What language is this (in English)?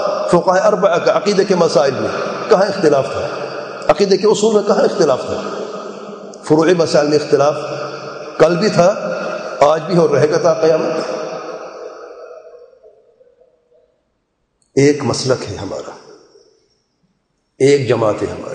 Urdu